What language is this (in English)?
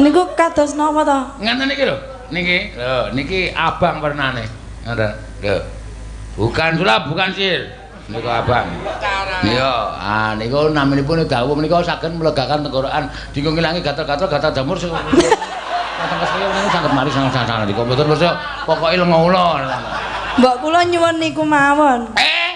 Javanese